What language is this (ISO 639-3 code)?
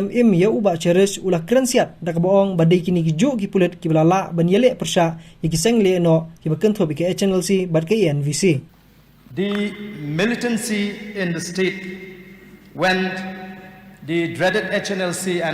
kha